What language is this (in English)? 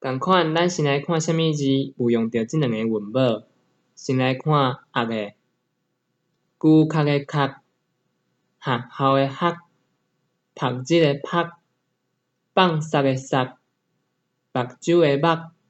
Min Nan Chinese